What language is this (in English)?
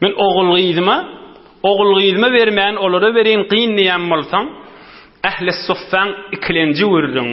Turkmen